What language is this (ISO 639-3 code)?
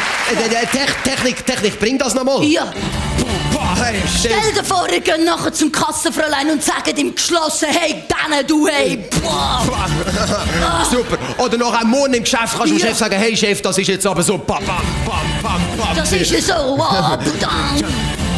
gsw